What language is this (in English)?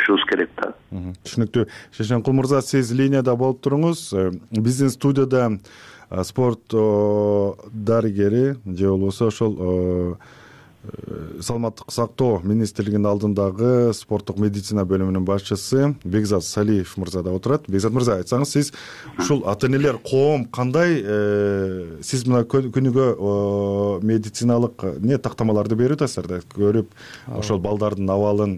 Kyrgyz